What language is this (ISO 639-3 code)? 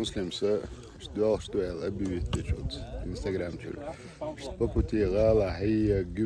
che